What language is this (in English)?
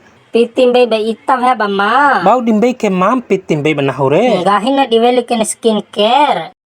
Bima